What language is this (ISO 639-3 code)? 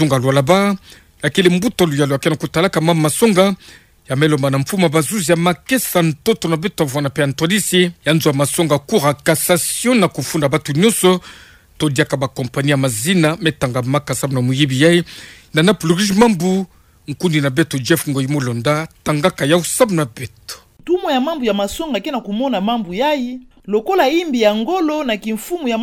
ktu